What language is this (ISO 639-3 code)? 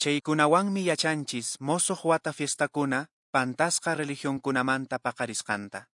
que